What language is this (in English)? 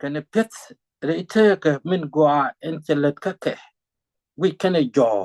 Nuer